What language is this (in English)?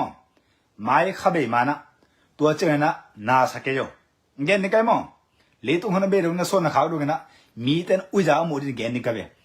Tedim Chin